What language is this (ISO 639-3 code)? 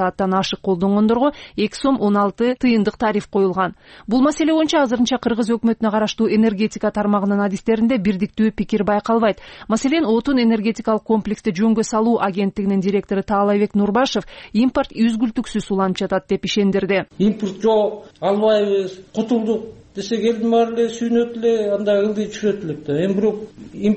kir